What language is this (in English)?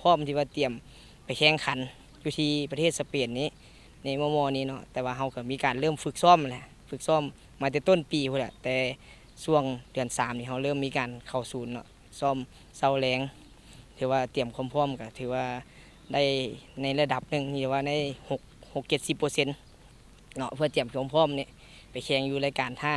Lao